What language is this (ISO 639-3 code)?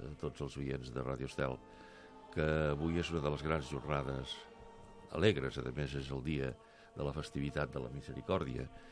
cat